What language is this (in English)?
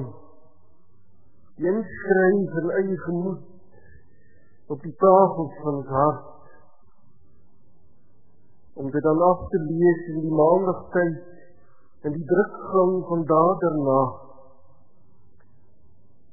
Afrikaans